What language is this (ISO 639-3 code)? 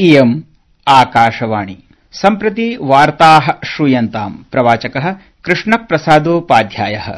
san